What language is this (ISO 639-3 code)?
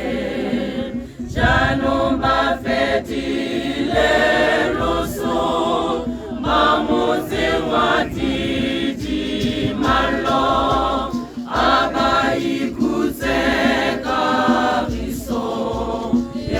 tsn